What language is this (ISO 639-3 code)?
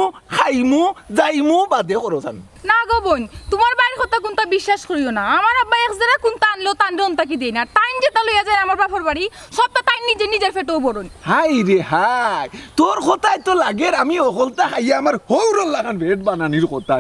syl